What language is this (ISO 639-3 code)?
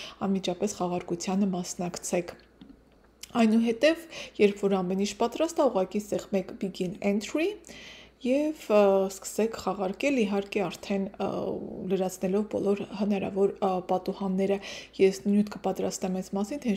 hye